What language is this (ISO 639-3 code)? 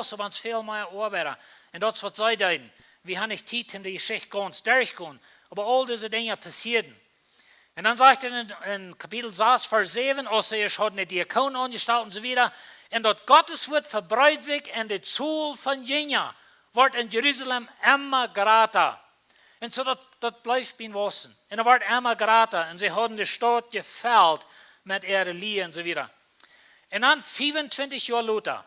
pdt